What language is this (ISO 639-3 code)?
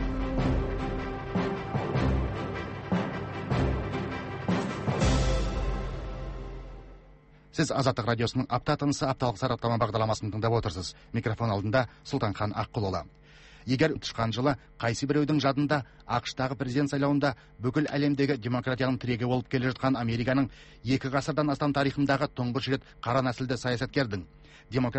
kaz